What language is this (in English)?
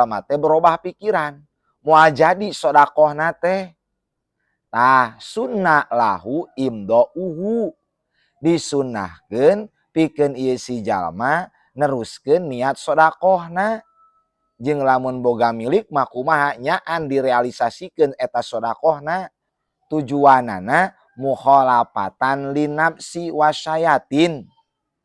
Sundanese